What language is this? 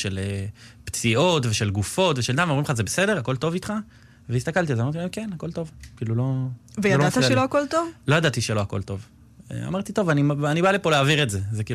Hebrew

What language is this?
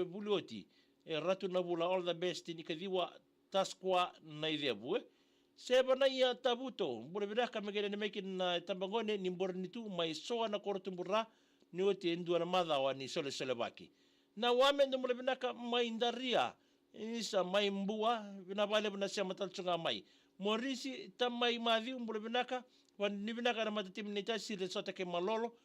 Fijian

